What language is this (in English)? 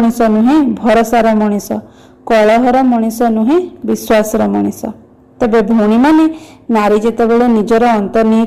Odia